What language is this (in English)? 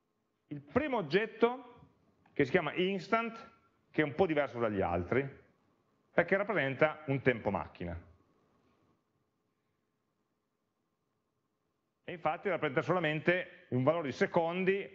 Italian